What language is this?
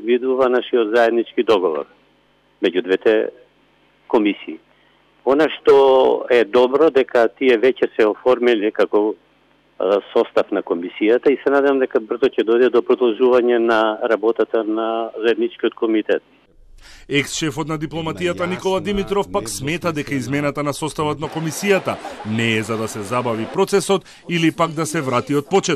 Macedonian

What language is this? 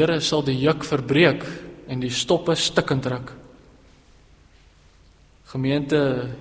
Afrikaans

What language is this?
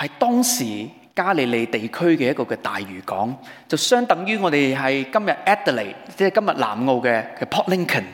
Cantonese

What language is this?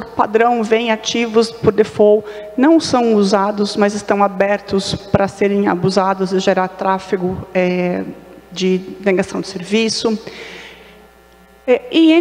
Portuguese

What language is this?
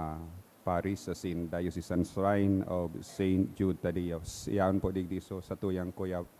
Bikol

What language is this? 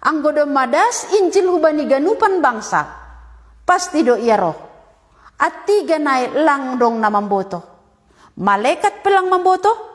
Batak Simalungun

